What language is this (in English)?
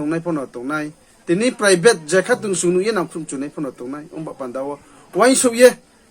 Riang (India)